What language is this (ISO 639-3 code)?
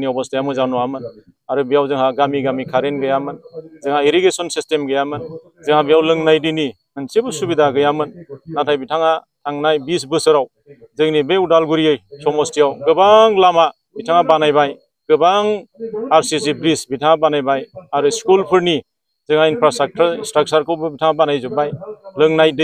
brx